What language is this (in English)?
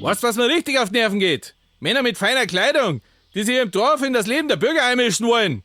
Bavarian